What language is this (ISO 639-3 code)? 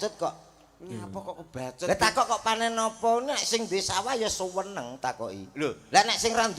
jav